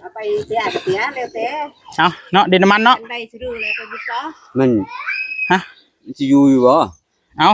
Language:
Northeastern Thai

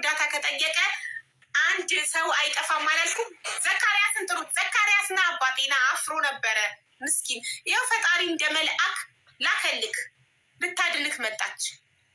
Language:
Amharic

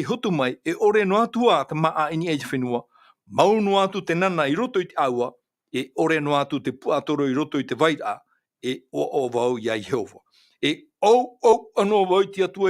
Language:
Tahitian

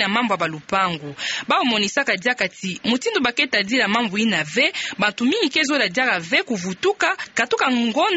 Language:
Kituba (Democratic Republic of Congo)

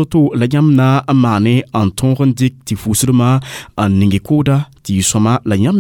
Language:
Mossi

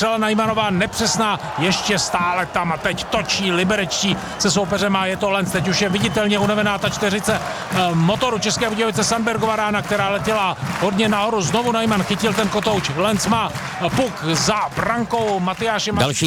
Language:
Czech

